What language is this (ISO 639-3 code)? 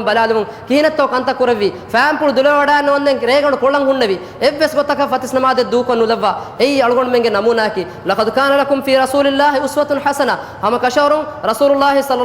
div